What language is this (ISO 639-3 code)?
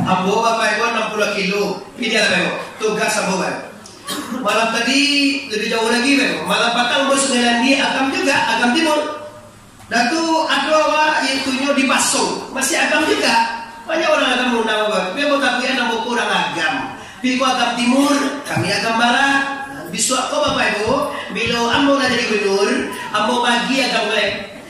min